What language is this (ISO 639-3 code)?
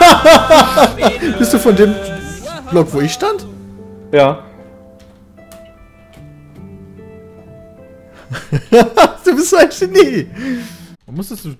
deu